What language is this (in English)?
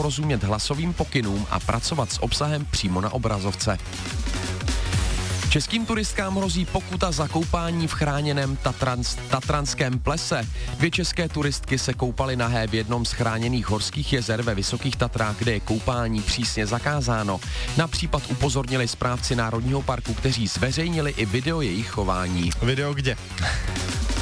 Czech